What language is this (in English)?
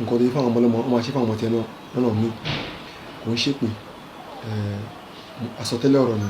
Yoruba